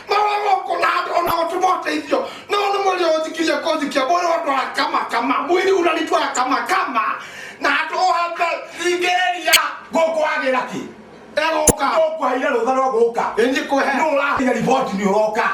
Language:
Kikuyu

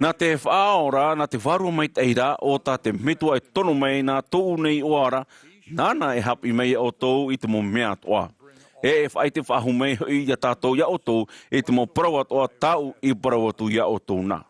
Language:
Tahitian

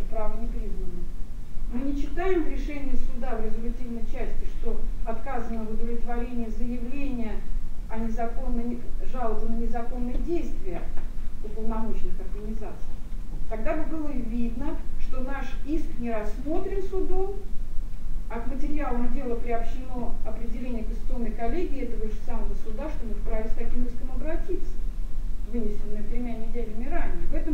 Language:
Russian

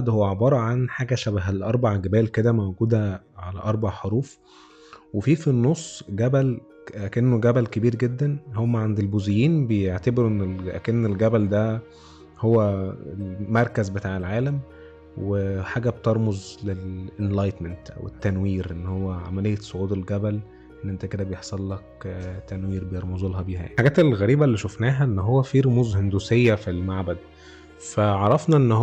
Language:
Egyptian Arabic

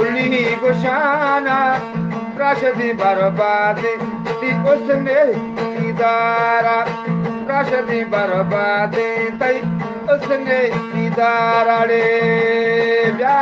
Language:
Eastern Balochi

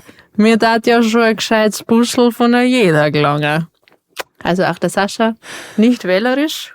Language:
Bavarian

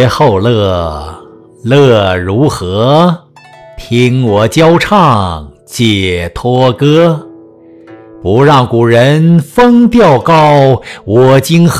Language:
Chinese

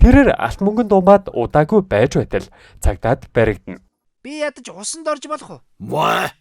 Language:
Mongolian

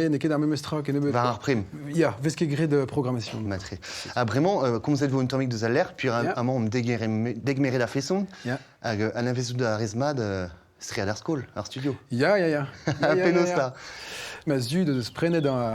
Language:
Breton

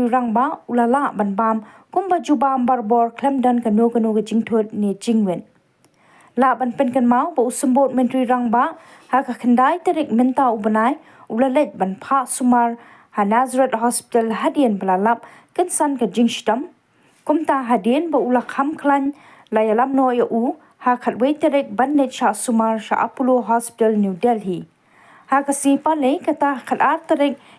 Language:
Khasi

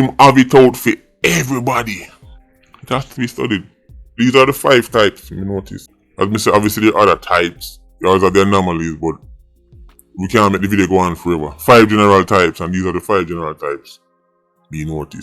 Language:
Jamaican Creole English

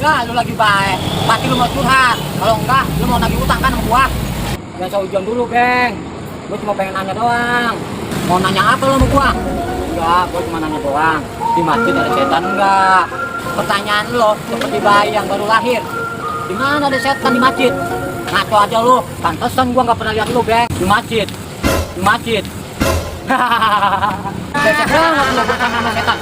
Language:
Betawi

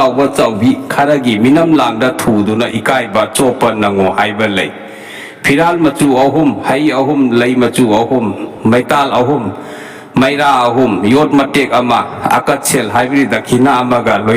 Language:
Manipuri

